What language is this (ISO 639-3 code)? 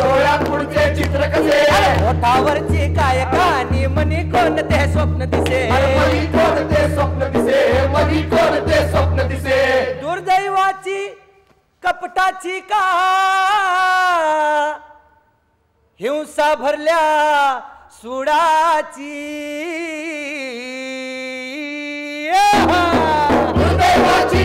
mar